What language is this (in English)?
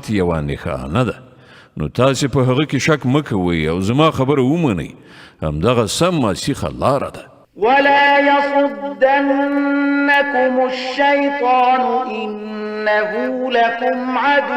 Pashto